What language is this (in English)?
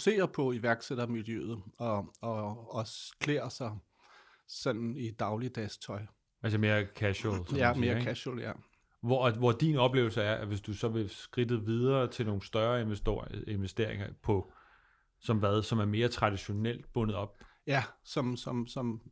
Danish